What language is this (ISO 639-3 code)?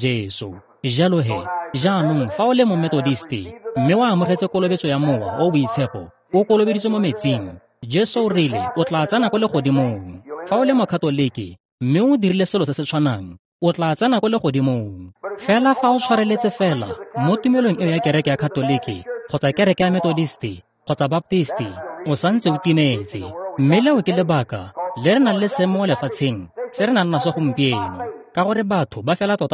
tsn